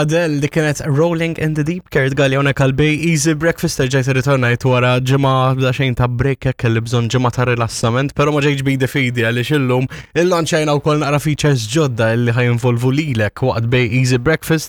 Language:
Maltese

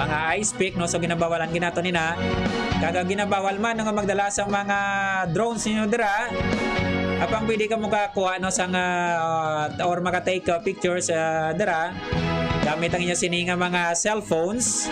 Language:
Hiligaynon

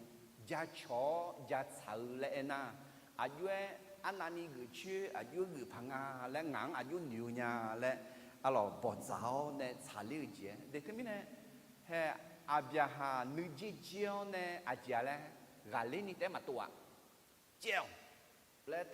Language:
Akha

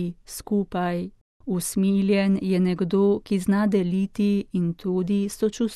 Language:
Slovenian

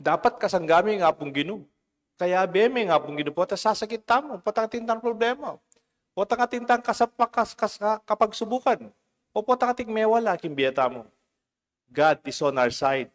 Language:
Pampanga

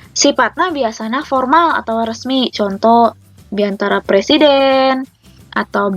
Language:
Sundanese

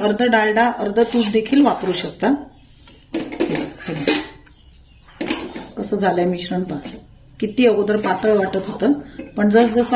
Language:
Marathi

